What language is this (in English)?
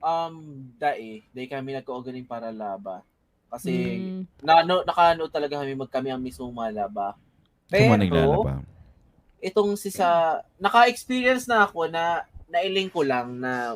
Bikol